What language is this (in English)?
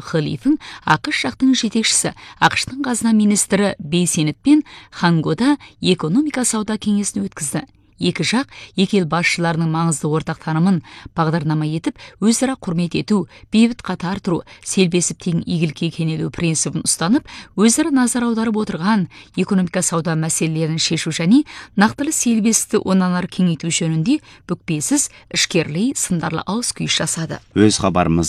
Kazakh